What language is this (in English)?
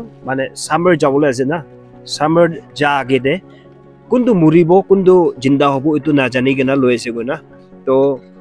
Naga Pidgin